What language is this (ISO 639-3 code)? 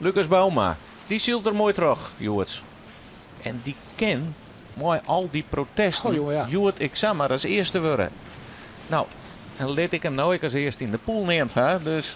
fry